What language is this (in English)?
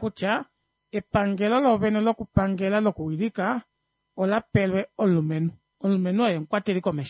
Kuanyama